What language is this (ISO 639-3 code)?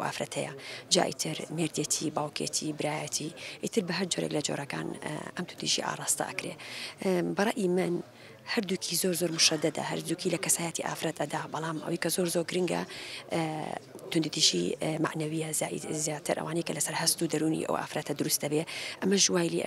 ckb